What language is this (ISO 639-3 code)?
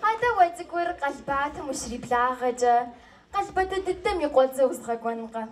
kbd